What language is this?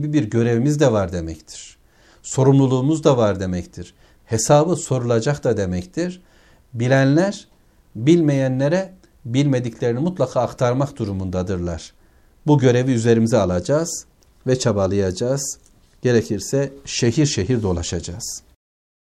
Turkish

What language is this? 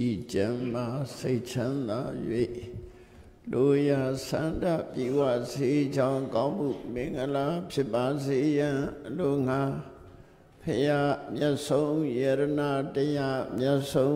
Burmese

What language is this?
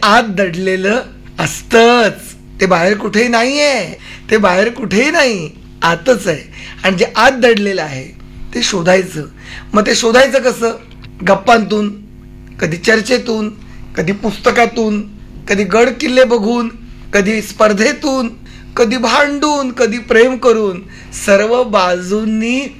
Marathi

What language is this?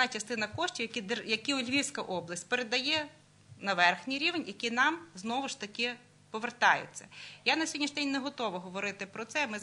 Ukrainian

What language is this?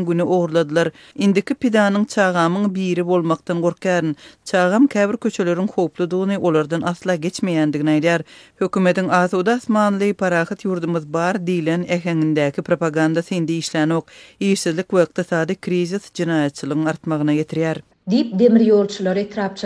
Turkmen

